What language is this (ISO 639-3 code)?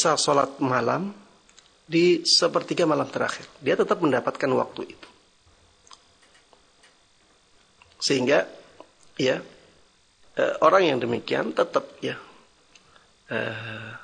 ind